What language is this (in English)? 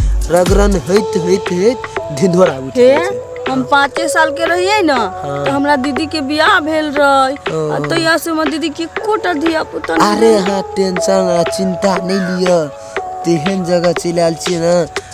Maithili